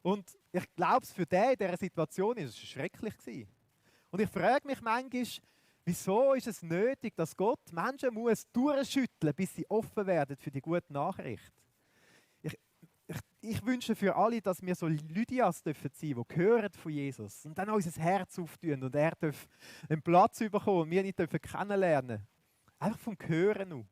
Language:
Swiss German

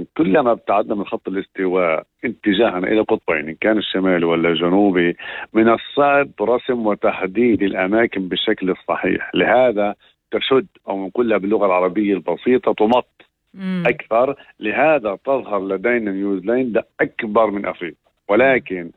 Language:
North Levantine Arabic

